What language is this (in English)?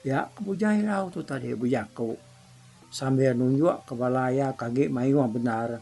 Iban